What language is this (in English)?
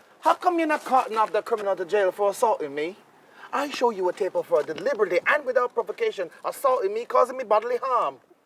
Jamaican Creole English